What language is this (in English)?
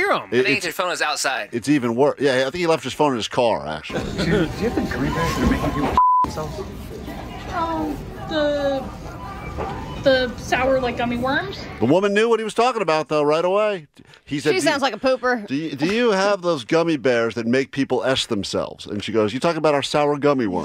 English